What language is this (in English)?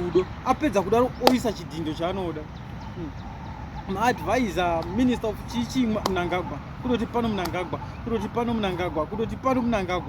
Shona